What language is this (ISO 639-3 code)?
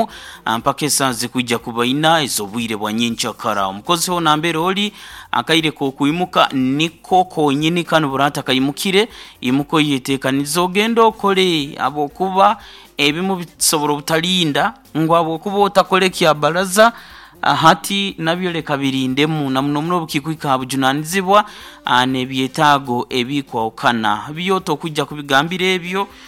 nyo